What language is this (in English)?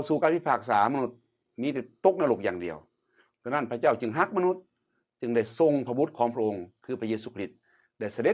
Lao